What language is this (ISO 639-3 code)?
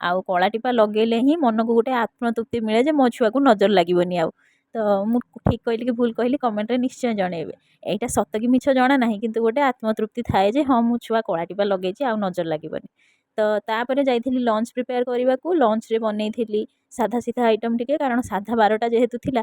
ori